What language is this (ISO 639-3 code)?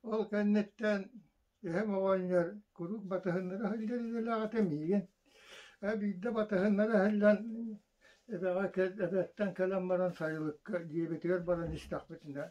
sah